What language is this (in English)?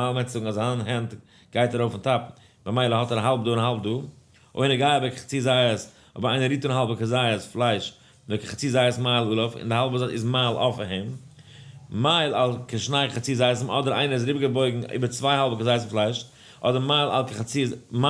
Yiddish